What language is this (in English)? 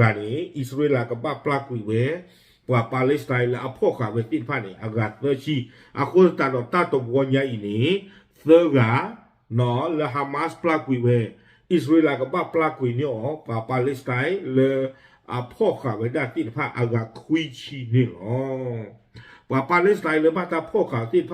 S'gaw Karen